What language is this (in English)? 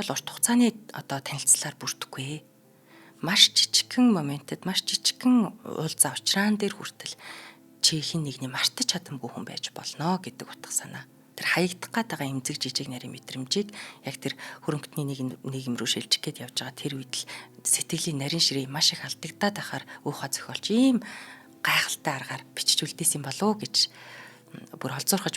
Mongolian